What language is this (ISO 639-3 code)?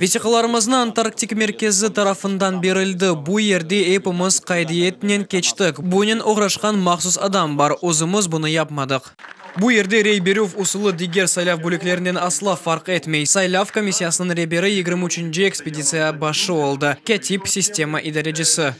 crh